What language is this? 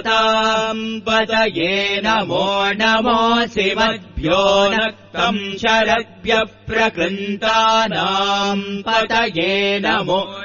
Sanskrit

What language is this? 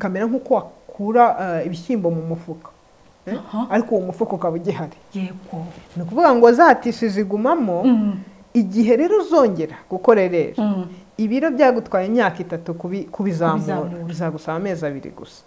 Kinyarwanda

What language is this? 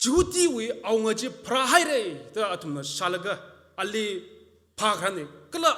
Tangkhul Naga (India)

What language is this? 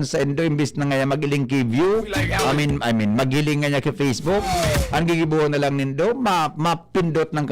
Bikol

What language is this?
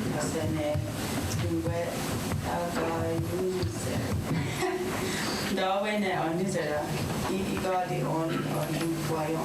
Mohawk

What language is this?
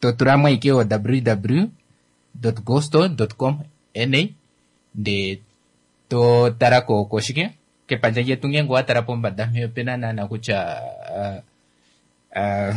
Kuanyama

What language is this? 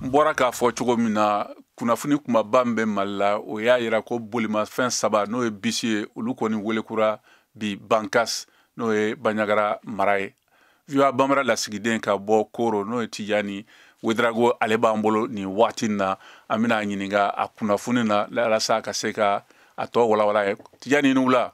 Bambara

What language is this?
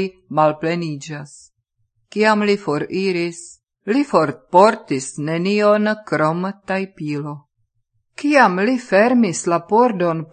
Esperanto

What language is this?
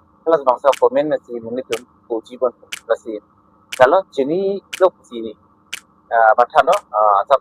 Karbi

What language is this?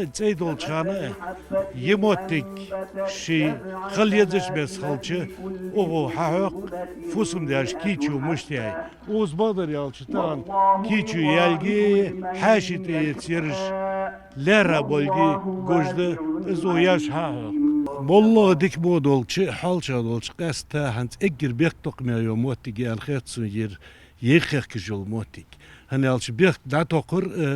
Ingush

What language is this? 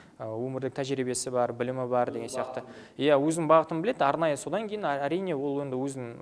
Kazakh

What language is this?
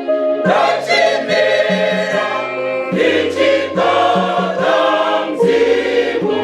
Venda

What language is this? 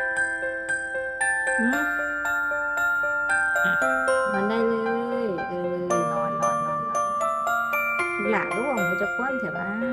Lao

